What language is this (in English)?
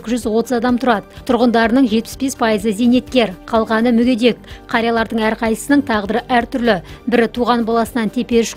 Kazakh